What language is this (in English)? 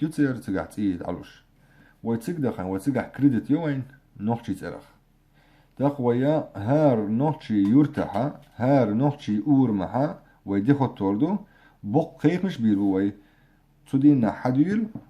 Chechen